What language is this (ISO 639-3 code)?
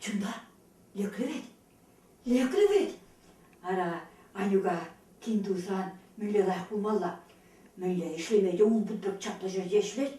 chv